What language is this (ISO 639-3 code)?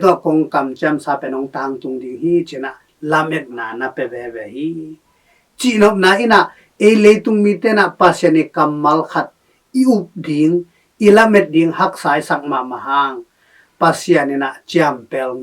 ctd